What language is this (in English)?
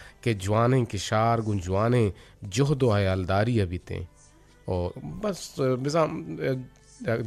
Eastern Balochi